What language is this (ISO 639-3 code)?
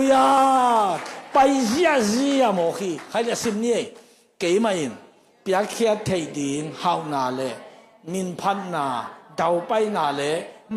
ctd